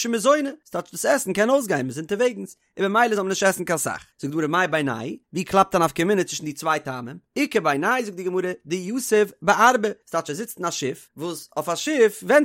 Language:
Yiddish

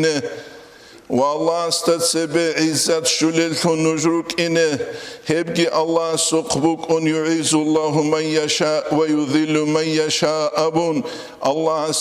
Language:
Avaric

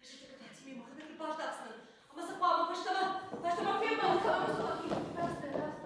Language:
Ossetic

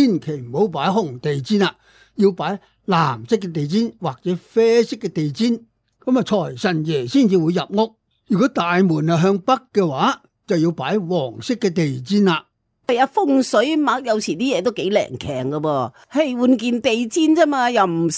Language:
Cantonese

